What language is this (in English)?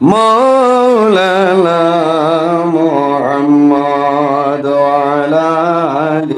Sylheti